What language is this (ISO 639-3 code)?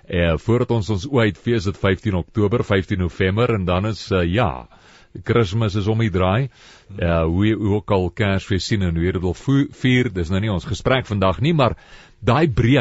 afr